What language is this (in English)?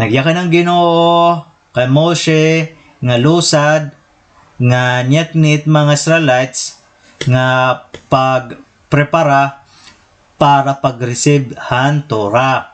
Waray